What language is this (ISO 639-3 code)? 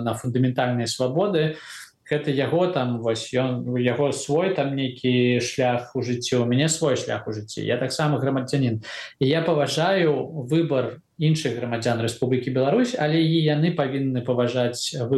bel